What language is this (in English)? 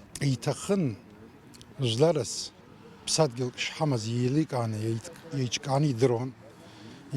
Abkhazian